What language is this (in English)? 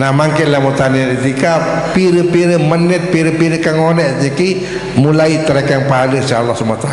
Sasak